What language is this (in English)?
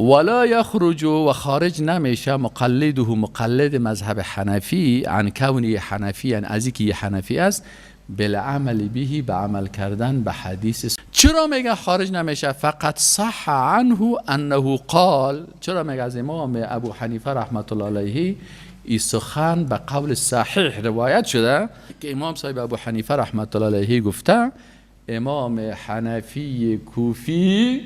Persian